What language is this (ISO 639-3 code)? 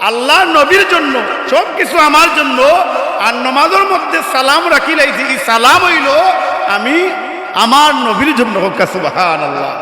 syl